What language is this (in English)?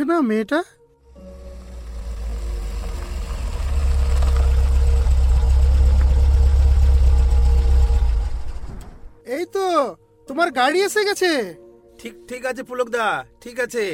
Bangla